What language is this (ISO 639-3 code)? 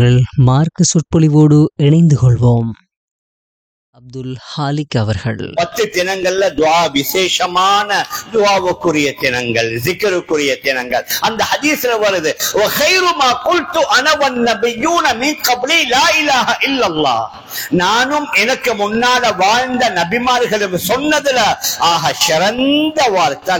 tam